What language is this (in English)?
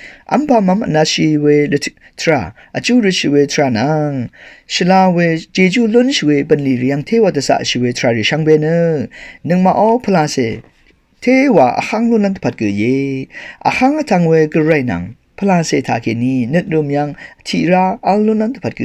Rawang